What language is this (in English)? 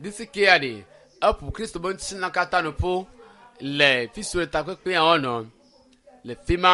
Ewe